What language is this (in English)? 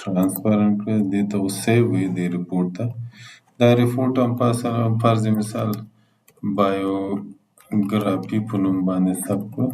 Pashto